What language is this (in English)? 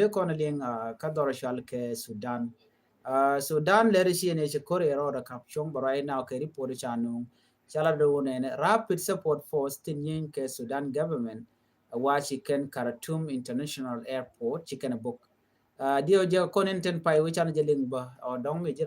Nuer